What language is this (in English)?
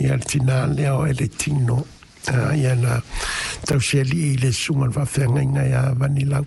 Samoan